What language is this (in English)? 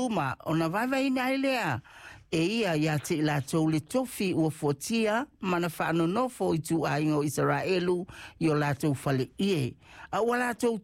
Samoan